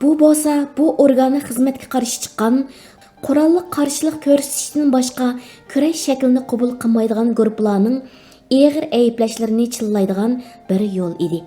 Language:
Uyghur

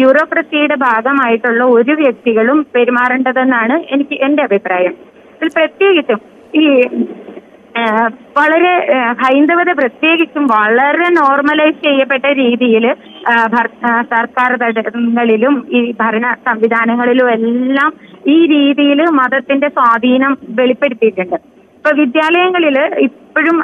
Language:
Malayalam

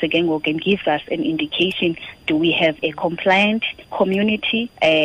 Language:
Xhosa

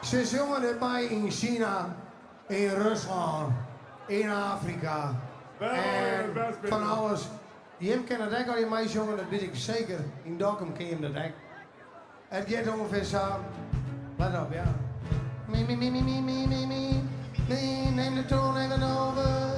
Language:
Western Frisian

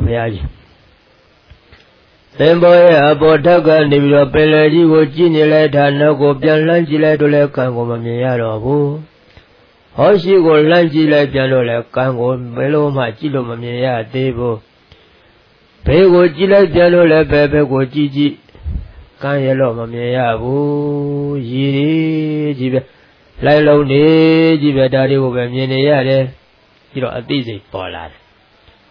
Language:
Burmese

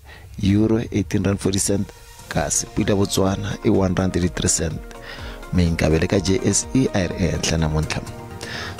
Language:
Tsonga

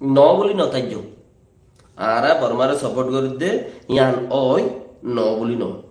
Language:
Rohingya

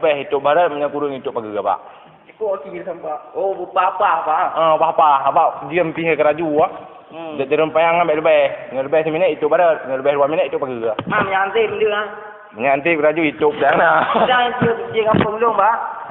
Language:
Achinese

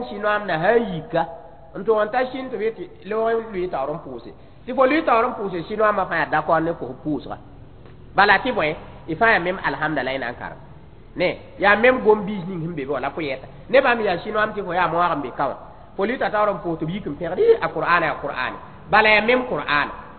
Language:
Mossi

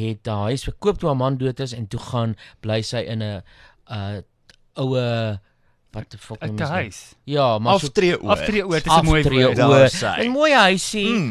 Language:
Afrikaans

